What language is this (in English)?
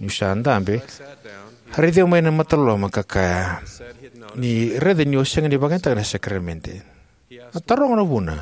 Fijian